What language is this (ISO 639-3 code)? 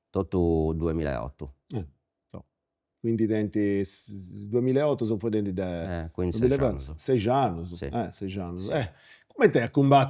srd